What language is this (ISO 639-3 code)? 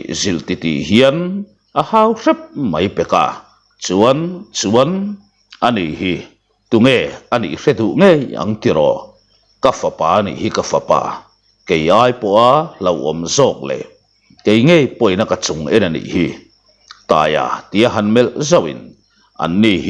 lus